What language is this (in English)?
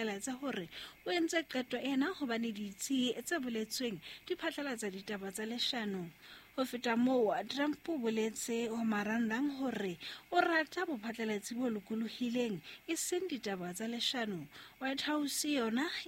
Southern Sotho